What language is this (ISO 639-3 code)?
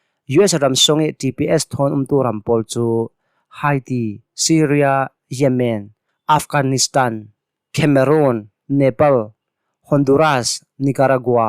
cnh